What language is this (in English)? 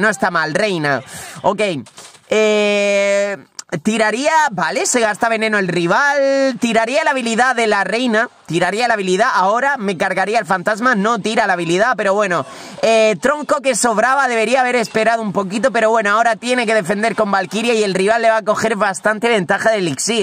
Spanish